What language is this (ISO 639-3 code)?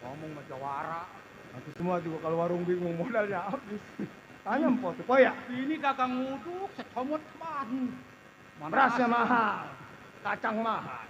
bew